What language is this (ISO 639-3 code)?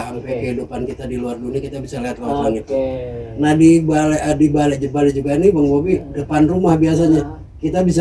bew